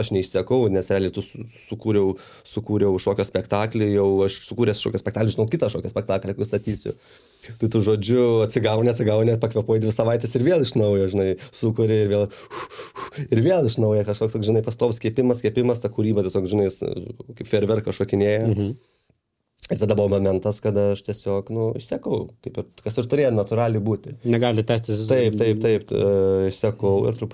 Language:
Lithuanian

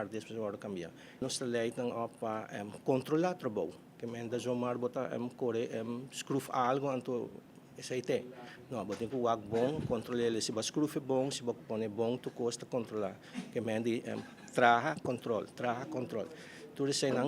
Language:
Papiamento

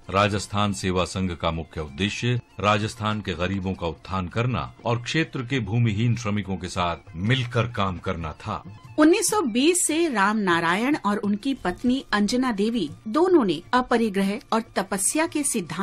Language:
Hindi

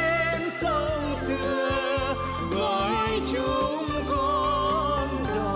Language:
Vietnamese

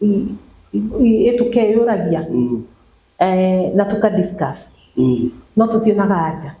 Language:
Kikuyu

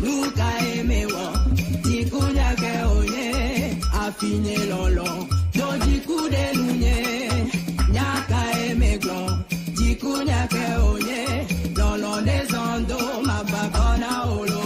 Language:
Ewe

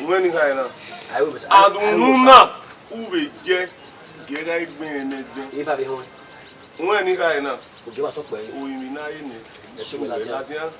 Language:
Bini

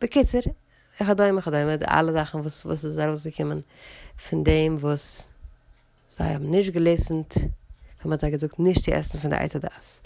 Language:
Yiddish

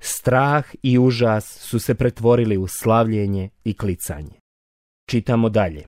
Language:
Bosnian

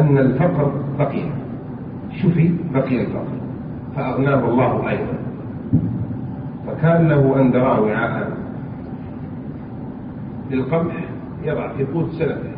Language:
Arabic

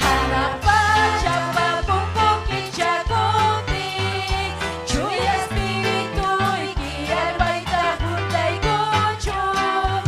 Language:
Ayacucho Quechua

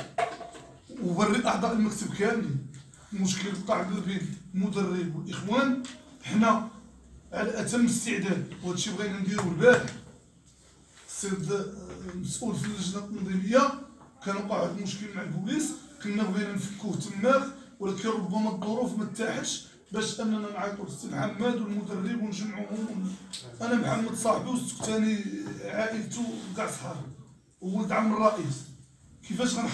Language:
Moroccan Arabic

